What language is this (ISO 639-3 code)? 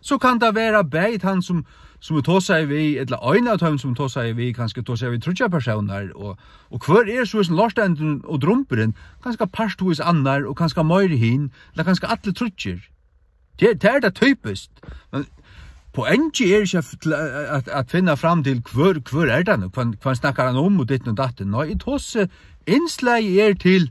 fao